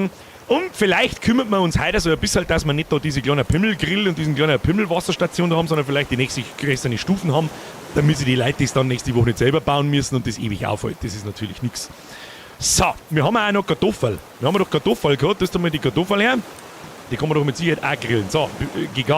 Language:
Bavarian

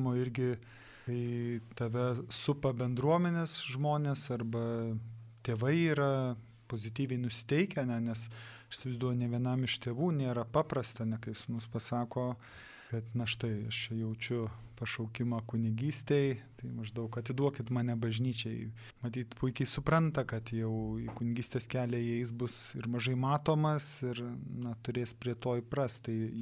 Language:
Lithuanian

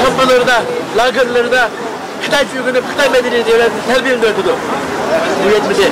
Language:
Uyghur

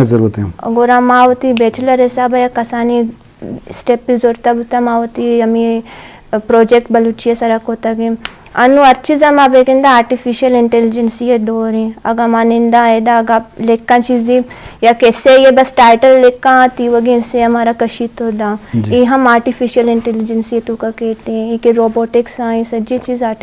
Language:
Eastern Balochi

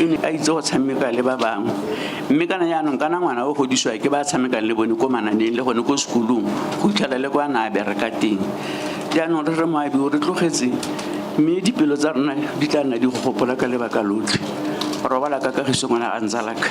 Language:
Tswana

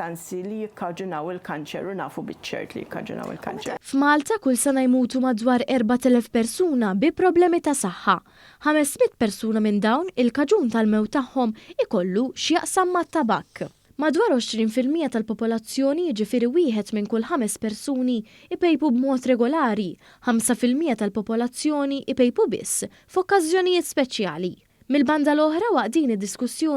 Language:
Maltese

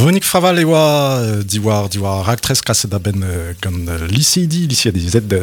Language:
Breton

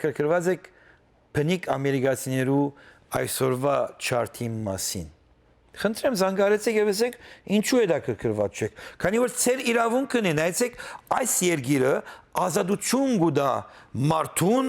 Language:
Western Armenian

